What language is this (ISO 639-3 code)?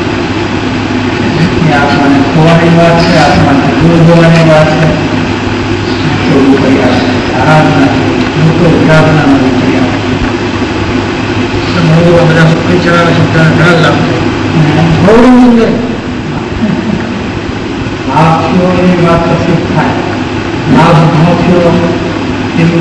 guj